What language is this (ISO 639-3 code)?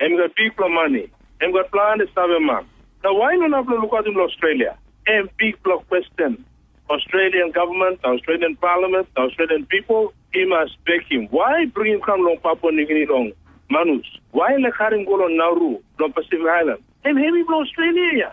tpi